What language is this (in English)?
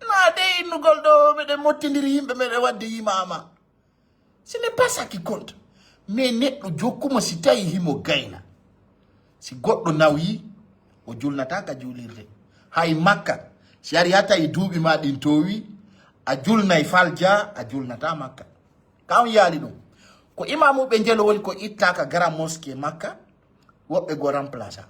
Fula